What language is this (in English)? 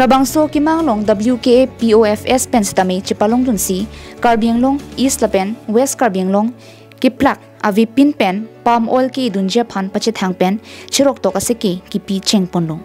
Karbi